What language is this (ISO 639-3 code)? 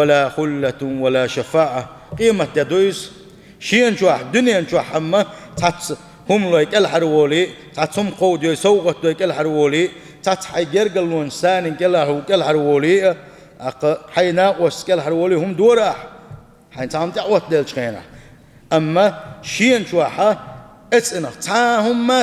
che